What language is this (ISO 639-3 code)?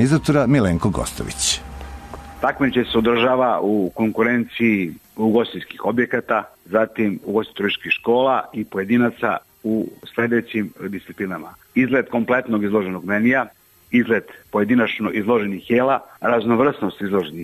srp